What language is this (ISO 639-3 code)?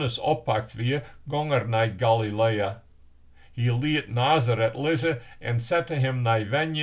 fry